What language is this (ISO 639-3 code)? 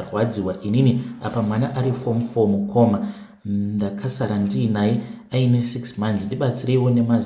sna